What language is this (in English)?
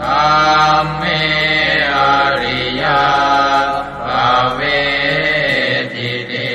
Pali